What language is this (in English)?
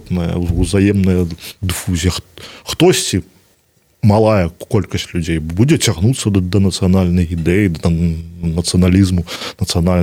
Belarusian